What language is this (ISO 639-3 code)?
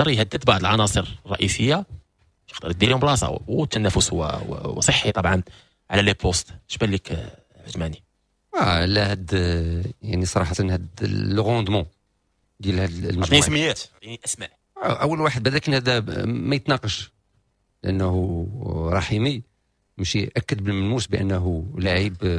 ary